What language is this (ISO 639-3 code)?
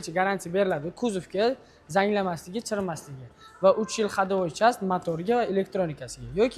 uzb